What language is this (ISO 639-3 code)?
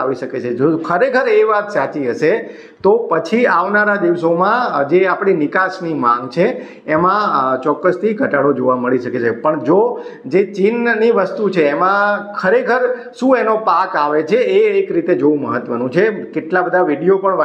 guj